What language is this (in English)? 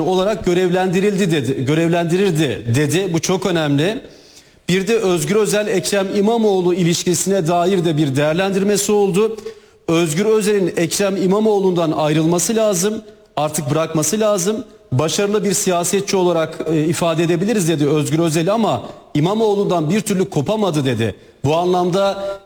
Turkish